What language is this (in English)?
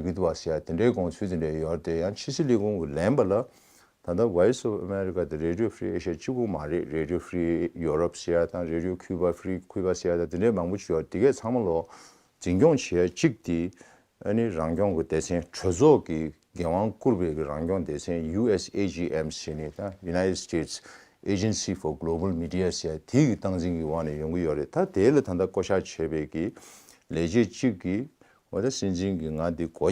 Tibetan